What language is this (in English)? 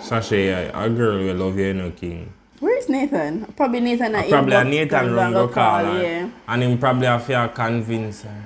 Jamaican Creole English